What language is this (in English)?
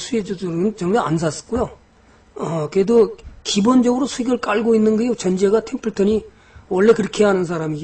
Korean